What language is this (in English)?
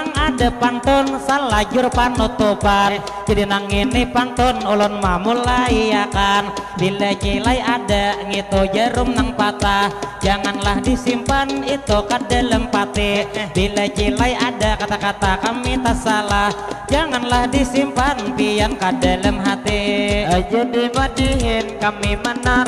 Banjar